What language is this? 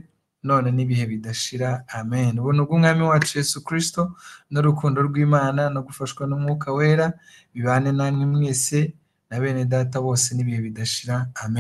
Kinyarwanda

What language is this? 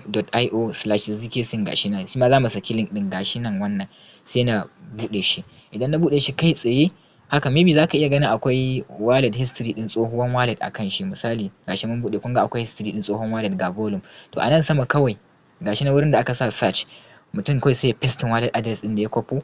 Hausa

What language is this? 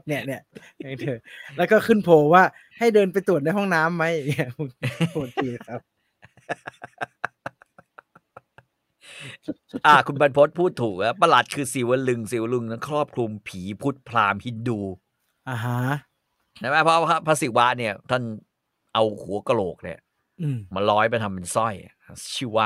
Thai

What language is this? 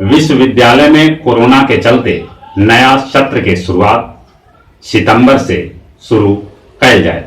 Magahi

